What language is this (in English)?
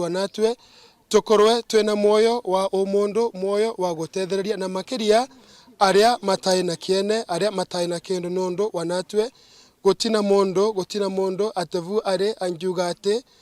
Meru